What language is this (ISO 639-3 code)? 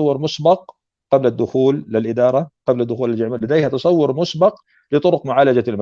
apc